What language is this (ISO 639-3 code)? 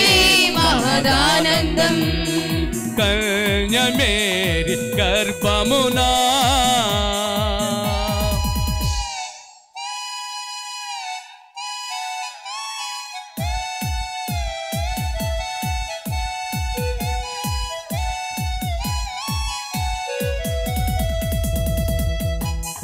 tel